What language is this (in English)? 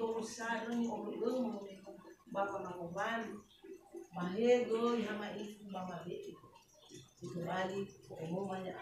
Nias